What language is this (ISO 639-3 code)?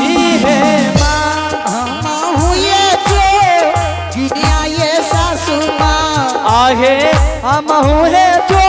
anp